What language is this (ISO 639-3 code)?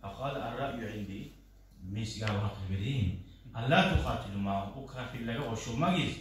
kum